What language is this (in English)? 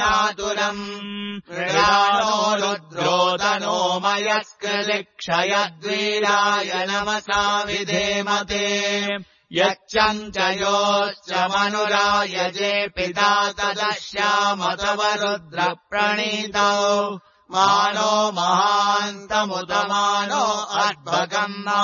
Sanskrit